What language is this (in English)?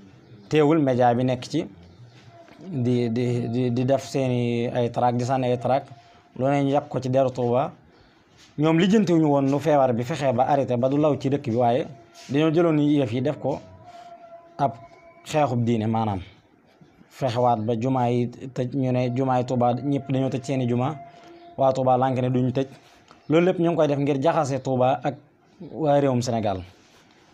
Wolof